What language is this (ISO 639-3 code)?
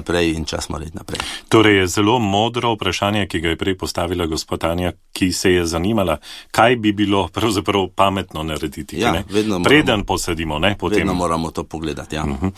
slv